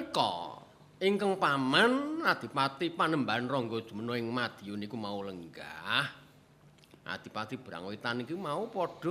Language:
Javanese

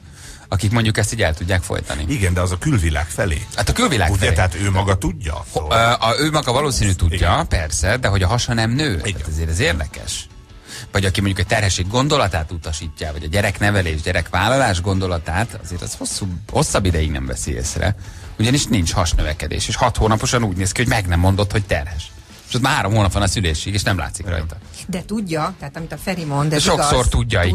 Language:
Hungarian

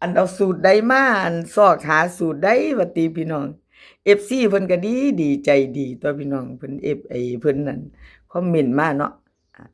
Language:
Northeastern Thai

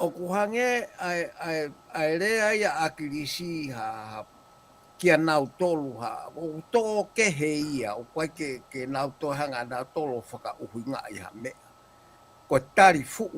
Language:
Tongan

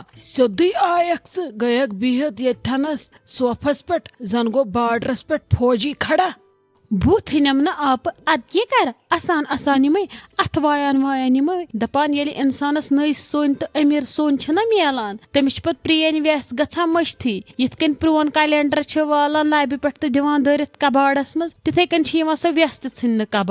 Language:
Kashmiri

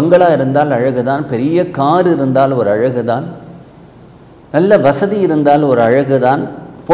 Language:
Tamil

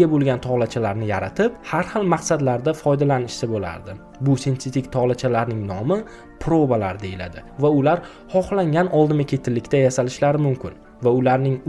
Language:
Uzbek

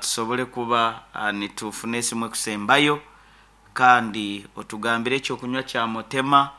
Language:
Nyankole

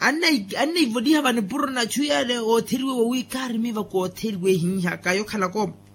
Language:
Makhuwa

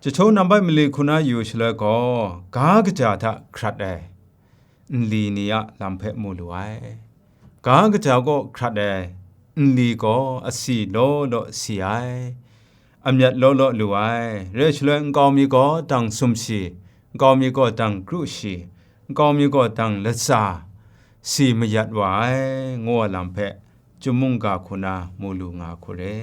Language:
Kachin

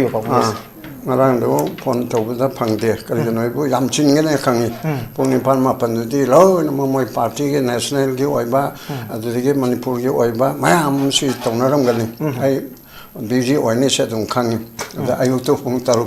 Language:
Manipuri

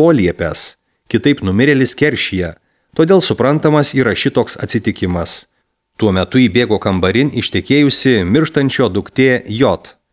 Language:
Lithuanian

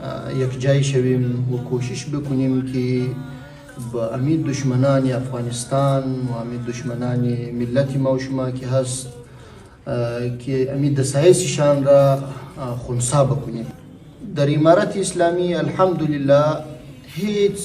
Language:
Persian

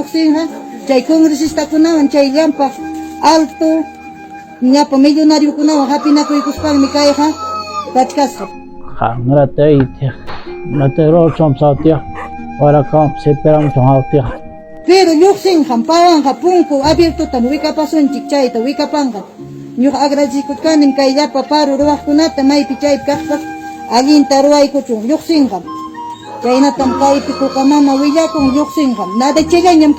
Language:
Ayacucho Quechua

